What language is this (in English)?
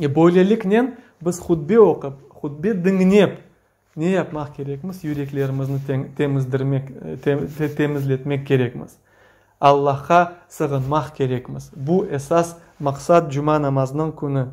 Crimean Tatar